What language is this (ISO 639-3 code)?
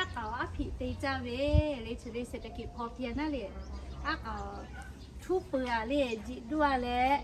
lhu